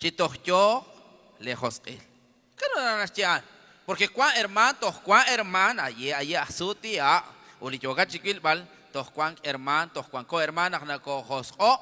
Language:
Kekchí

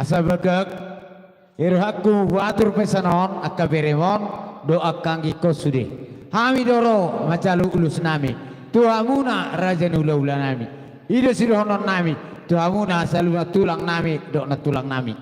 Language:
Batak Toba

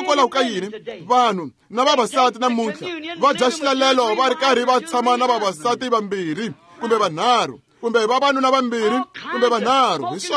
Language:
Tsonga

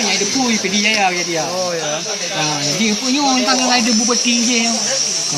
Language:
Achinese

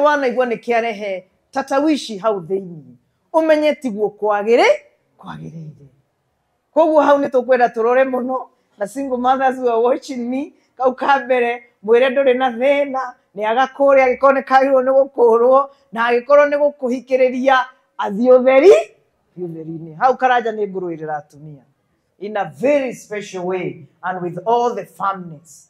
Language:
Kikuyu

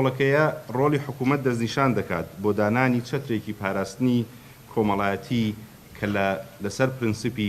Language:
Central Kurdish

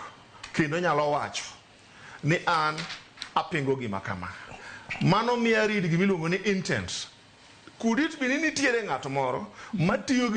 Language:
Luo (Kenya and Tanzania)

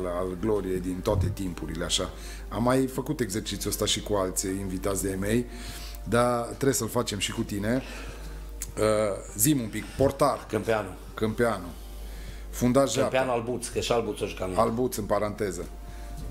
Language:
Romanian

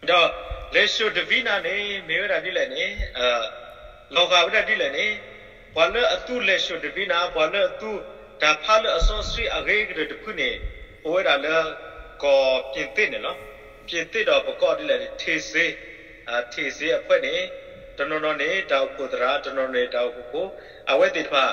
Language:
S'gaw Karen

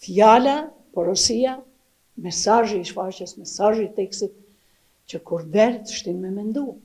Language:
Albanian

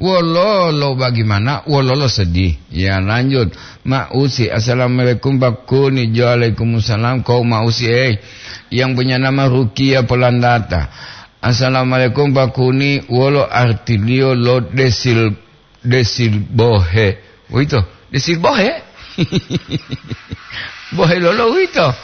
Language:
Gorontalo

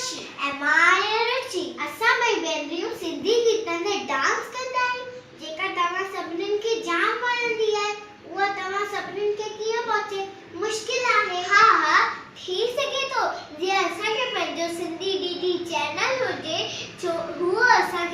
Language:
Sindhi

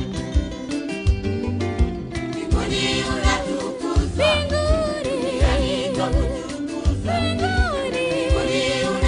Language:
Swahili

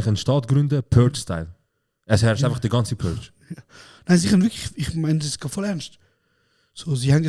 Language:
Swiss German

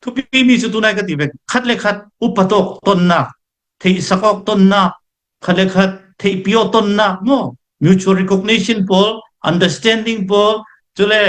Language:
Hakha Chin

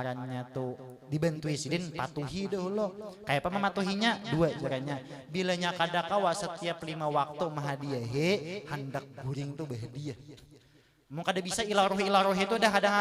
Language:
Banjar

